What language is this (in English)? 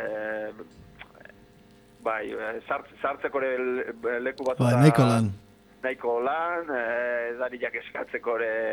Basque